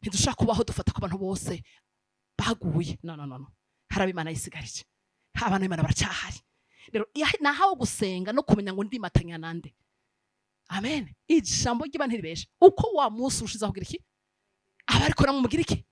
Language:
Rundi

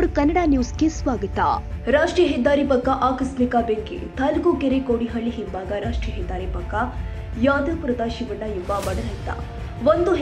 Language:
Kannada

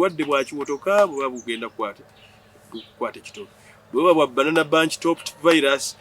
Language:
Ganda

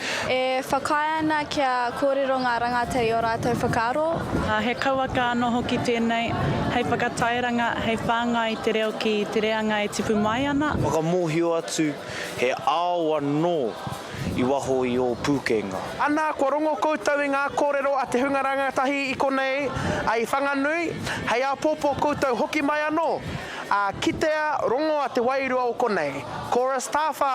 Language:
Māori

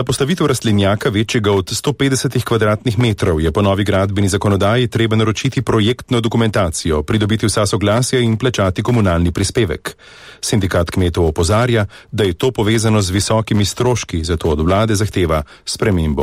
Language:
Slovenian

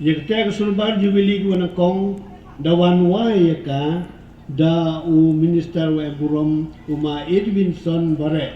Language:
Pnar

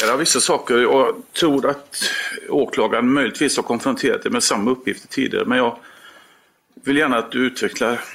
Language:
Swedish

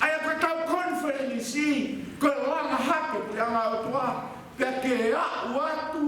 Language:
Tongan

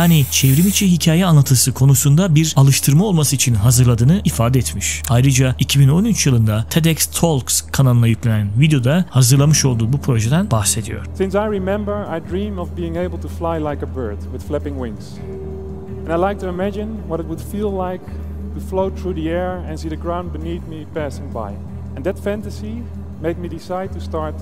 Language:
Turkish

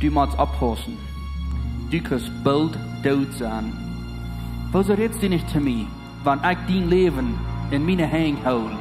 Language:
Plautdietsch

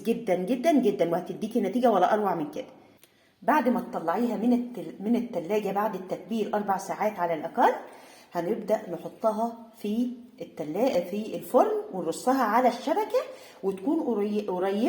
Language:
Egyptian Arabic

